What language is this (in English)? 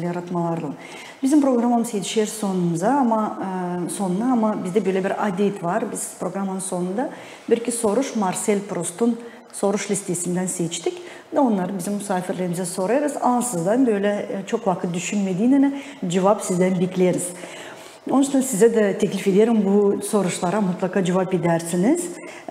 Gagauz